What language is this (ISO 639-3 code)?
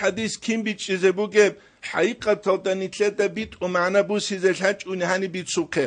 ava